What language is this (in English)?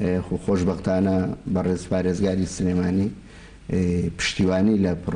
Central Kurdish